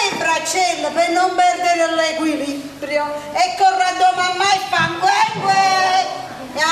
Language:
Neapolitan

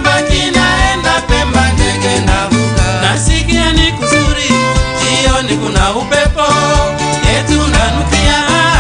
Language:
Swahili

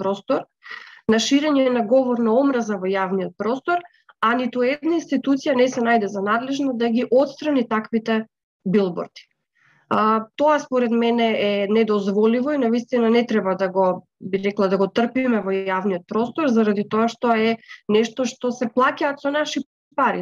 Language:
Macedonian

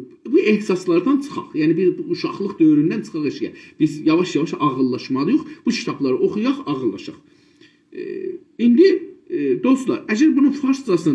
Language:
South Azerbaijani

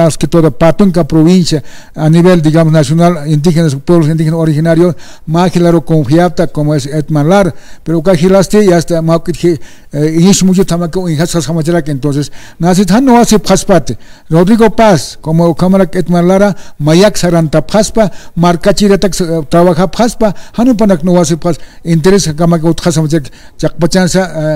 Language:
Aymara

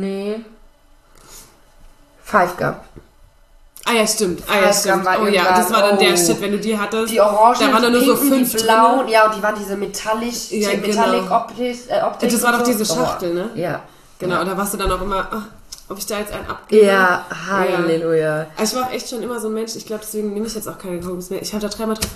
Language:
German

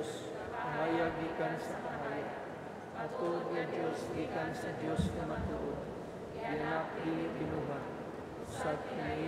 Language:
Cebuano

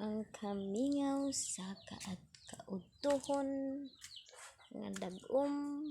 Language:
Cebuano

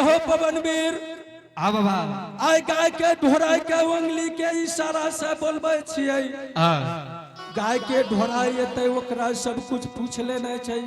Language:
Angika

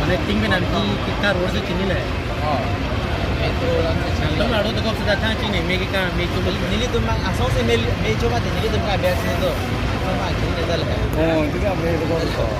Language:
Karbi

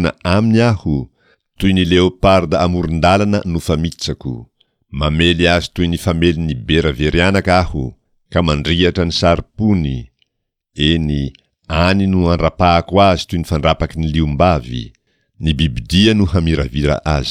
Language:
Malagasy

